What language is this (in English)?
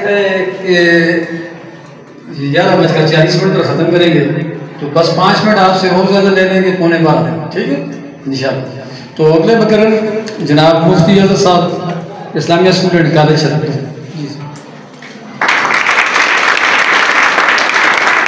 Urdu